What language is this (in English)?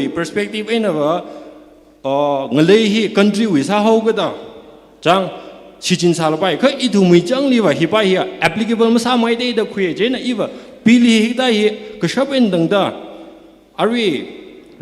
Tangkhul Naga (India)